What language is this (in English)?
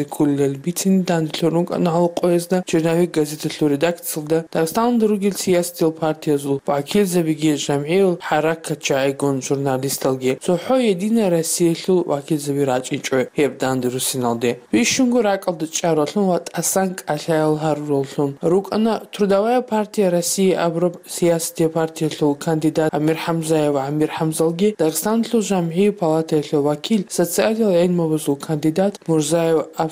Avaric